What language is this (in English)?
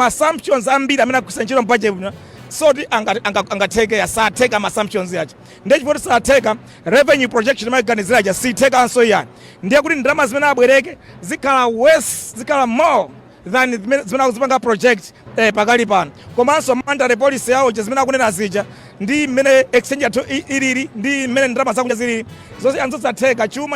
Nyanja